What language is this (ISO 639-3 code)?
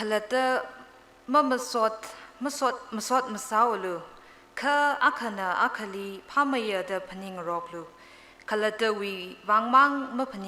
nmf